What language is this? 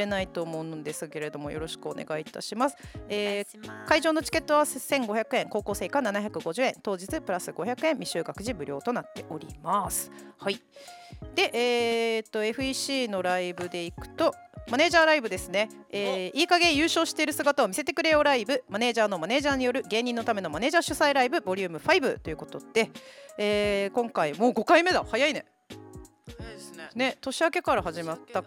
Japanese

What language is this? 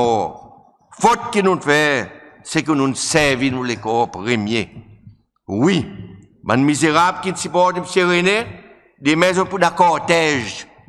Seselwa Creole French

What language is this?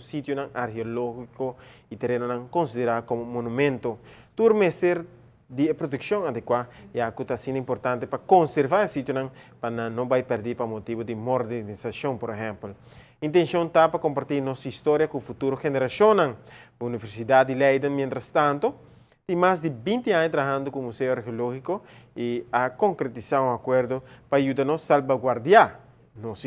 Papiamento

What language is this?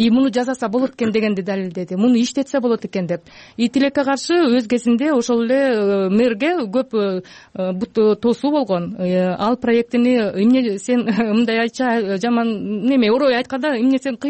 Kyrgyz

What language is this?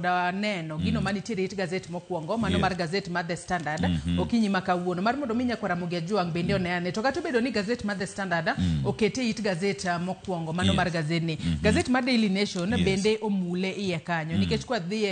Luo (Kenya and Tanzania)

